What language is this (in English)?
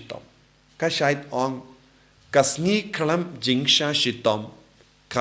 Khasi